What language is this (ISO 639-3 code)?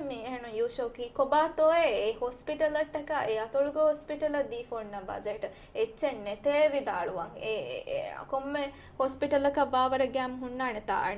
div